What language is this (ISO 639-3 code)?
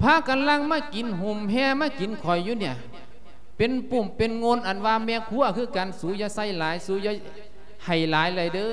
lao